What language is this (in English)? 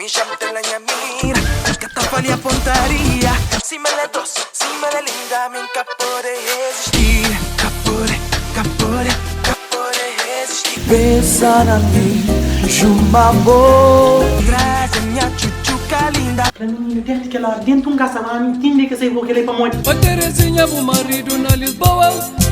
Kabuverdianu